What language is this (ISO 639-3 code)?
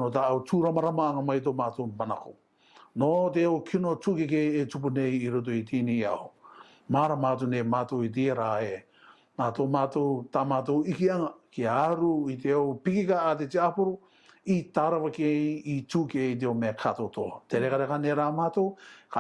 rar